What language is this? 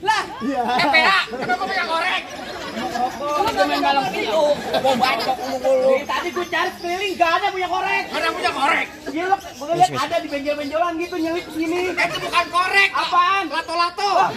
Betawi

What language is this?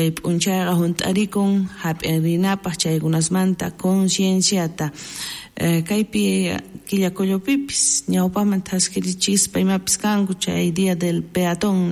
South Bolivian Quechua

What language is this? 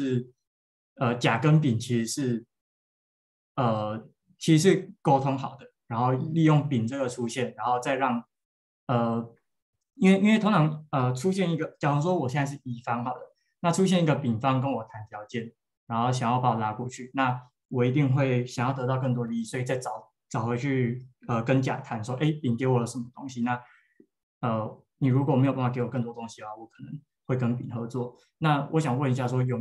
Chinese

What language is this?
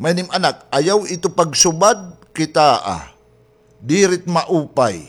Waray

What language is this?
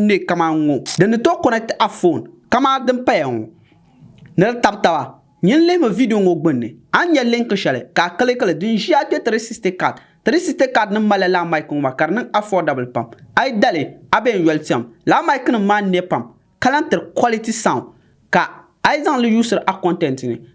Dagbani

